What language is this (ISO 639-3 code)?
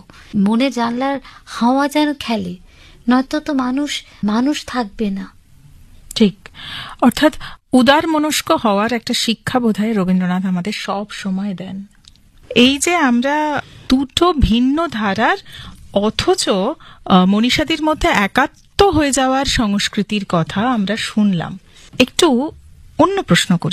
ben